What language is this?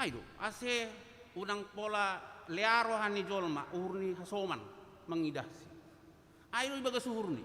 Batak Simalungun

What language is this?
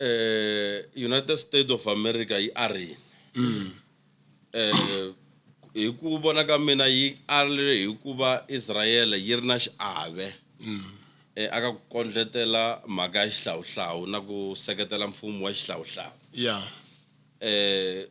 Tsonga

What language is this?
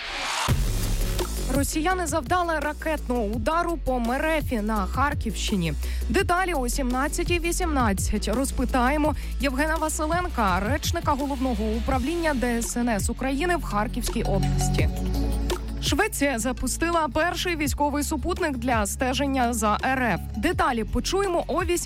Ukrainian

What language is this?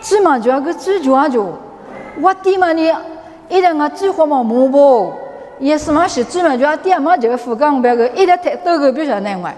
Lisu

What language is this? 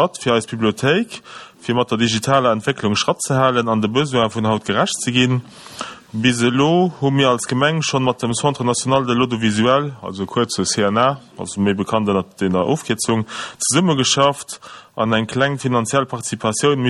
Luxembourgish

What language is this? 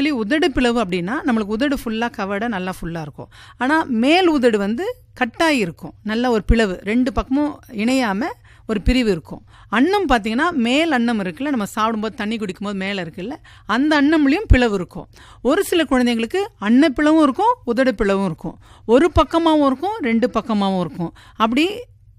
Tamil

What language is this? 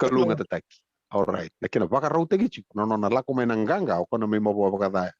Fijian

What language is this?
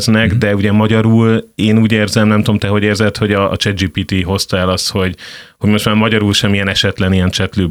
Hungarian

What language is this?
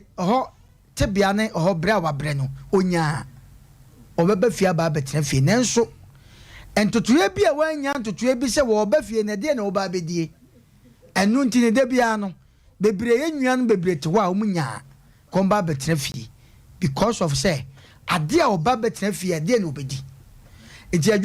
Akan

